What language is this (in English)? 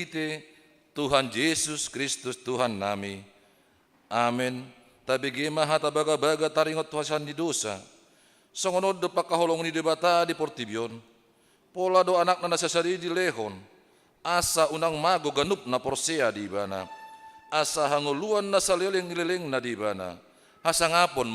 Batak Toba